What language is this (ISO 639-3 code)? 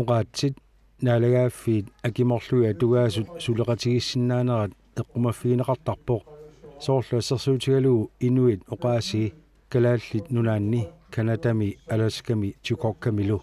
kal